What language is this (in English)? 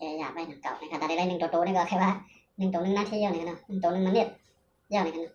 Shan